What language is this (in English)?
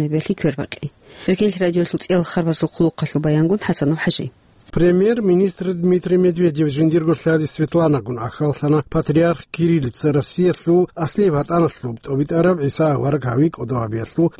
Avaric